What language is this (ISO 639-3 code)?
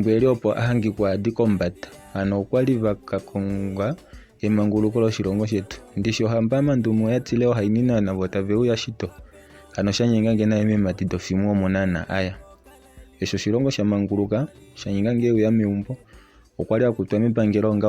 kua